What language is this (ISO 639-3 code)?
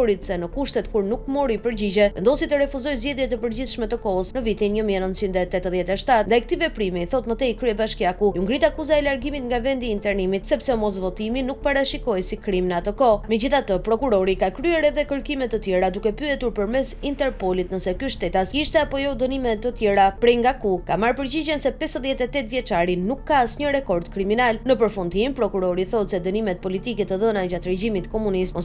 sqi